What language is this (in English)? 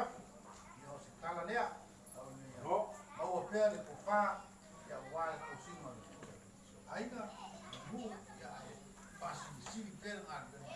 Samoan